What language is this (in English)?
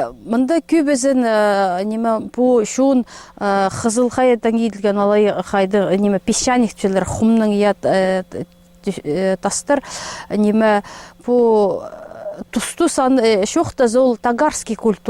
Khakas